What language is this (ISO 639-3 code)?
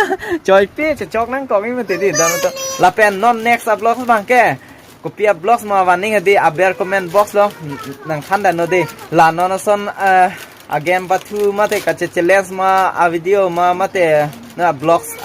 mjw